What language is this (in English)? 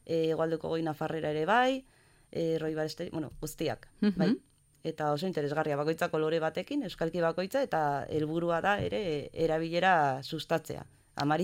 Basque